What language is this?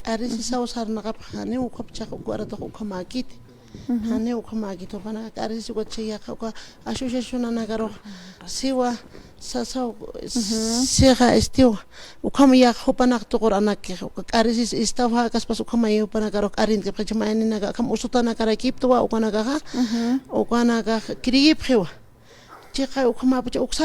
Aymara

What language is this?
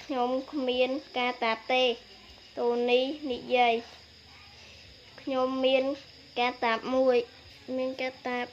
Khmer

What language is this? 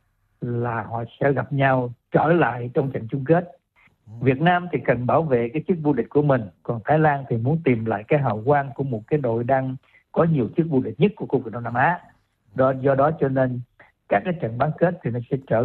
Vietnamese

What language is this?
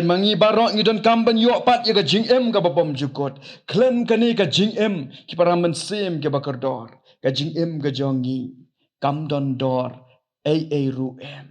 Khasi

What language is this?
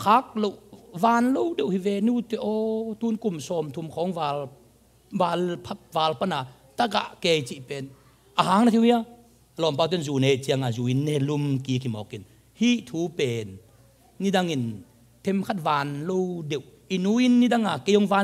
Tedim Chin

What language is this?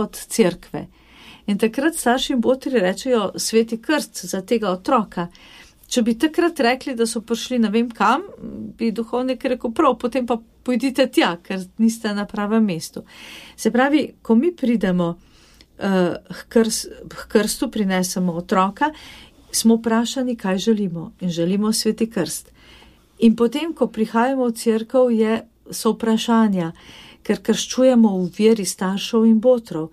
Slovenian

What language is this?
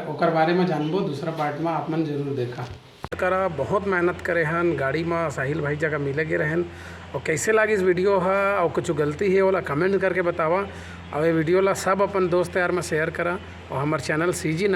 Chhattisgarhi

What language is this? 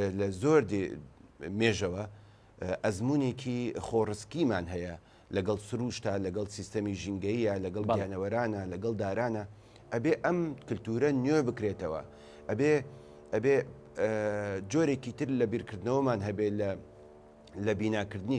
Central Kurdish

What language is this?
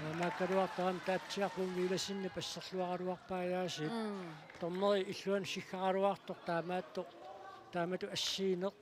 Kalaallisut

